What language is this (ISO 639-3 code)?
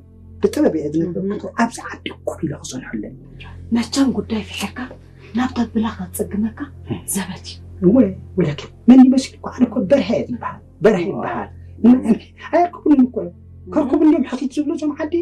tir